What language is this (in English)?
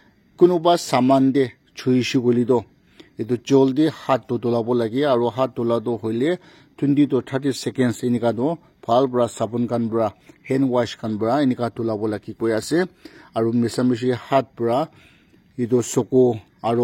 Naga Pidgin